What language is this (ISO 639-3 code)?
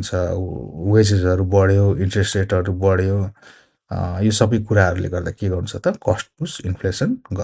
nep